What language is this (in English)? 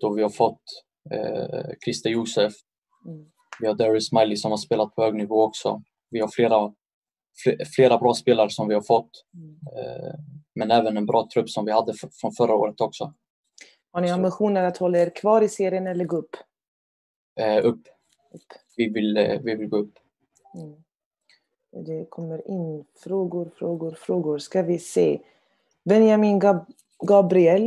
Swedish